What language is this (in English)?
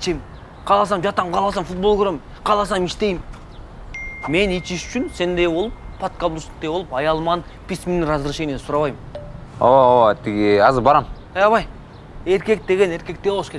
Kyrgyz